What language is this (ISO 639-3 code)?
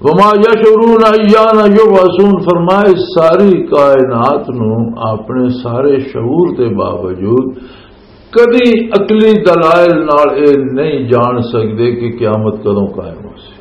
lah